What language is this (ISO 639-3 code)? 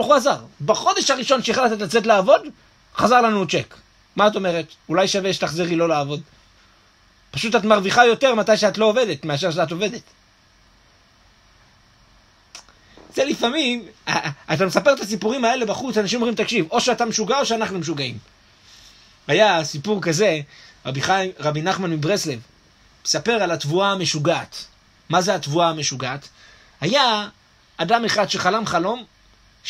heb